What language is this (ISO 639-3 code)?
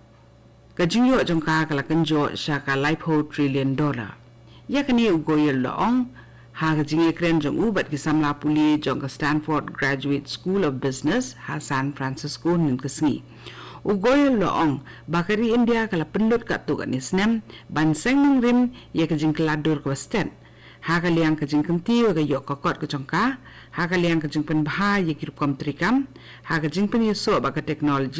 kha